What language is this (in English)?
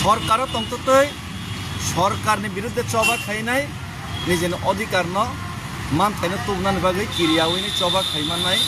Kok Borok